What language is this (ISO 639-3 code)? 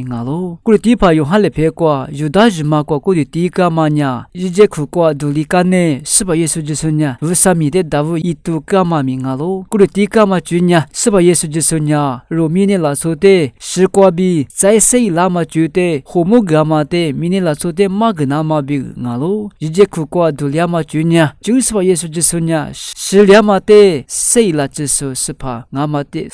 lis